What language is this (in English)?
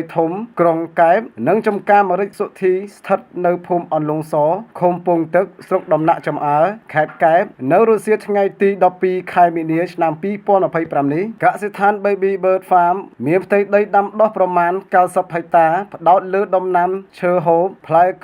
Khmer